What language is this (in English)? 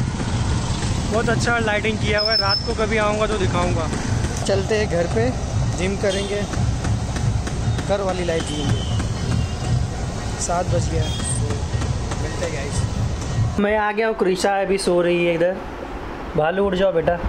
Hindi